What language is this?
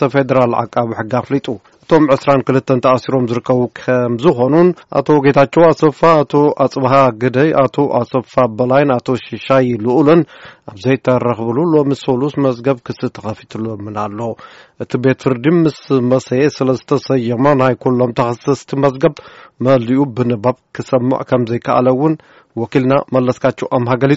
Tigrinya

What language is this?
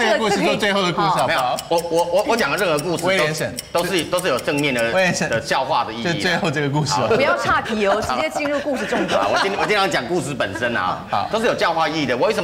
Chinese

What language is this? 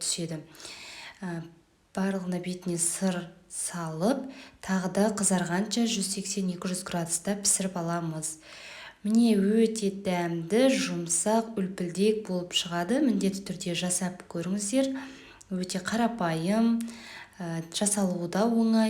Kazakh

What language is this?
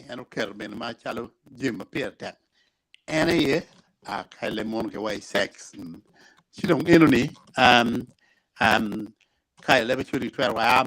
Acoli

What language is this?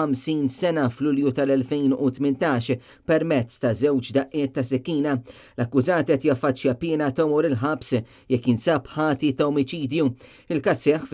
Maltese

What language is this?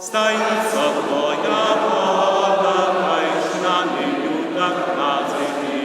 Upper Sorbian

